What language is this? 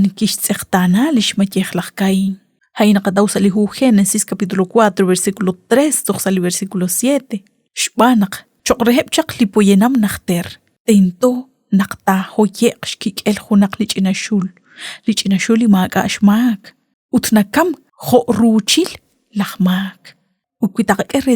Kekchí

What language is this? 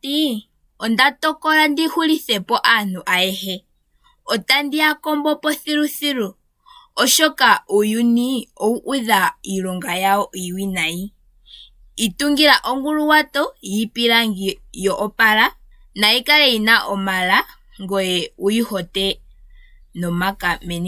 Ndonga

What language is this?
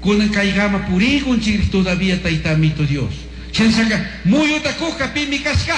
Chimborazo Highland Quichua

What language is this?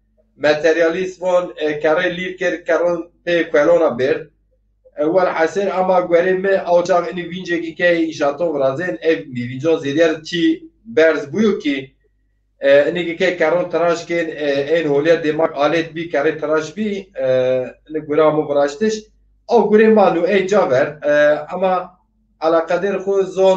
Zaza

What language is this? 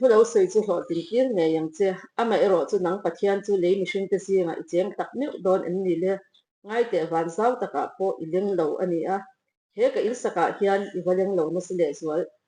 Mizo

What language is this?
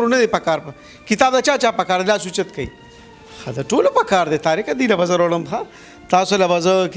Pashto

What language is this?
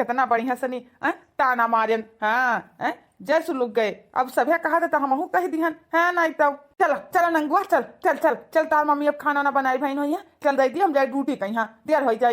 Awadhi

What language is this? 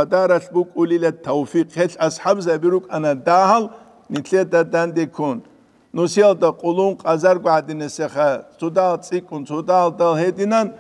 Avaric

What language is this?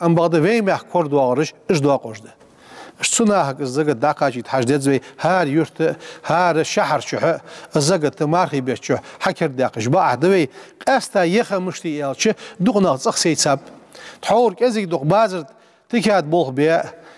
Ingush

